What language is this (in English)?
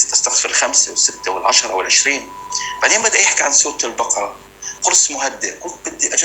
North Levantine Arabic